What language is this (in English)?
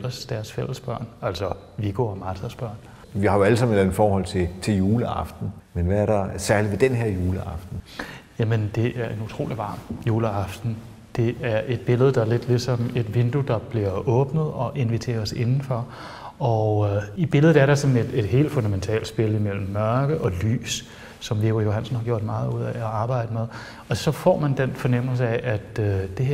Danish